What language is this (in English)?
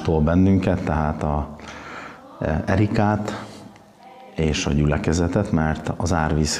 Hungarian